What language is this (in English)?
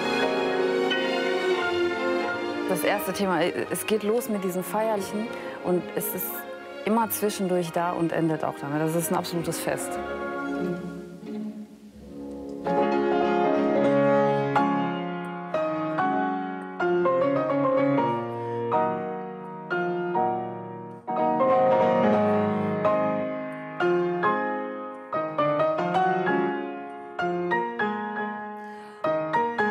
German